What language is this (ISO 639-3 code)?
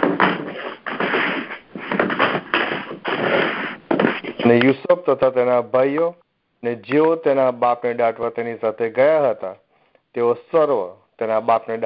guj